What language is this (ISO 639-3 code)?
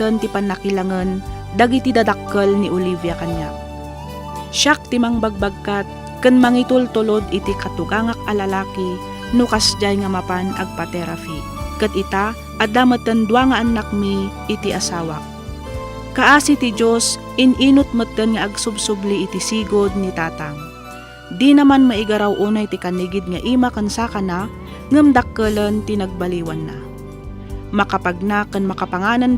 ilo